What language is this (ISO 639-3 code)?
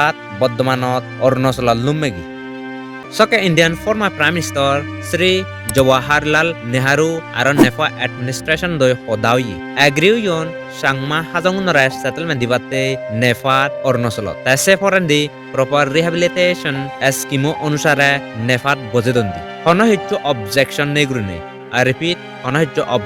ccp